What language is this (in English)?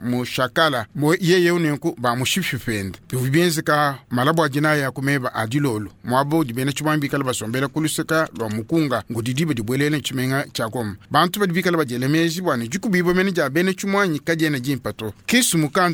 Luba-Lulua